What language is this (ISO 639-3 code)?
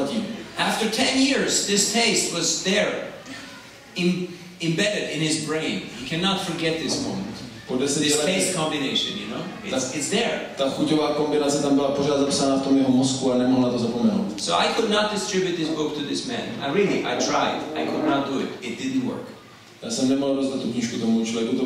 ces